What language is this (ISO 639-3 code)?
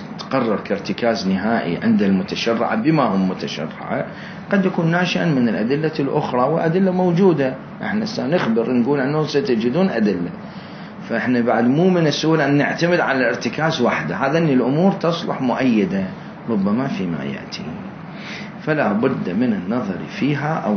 acm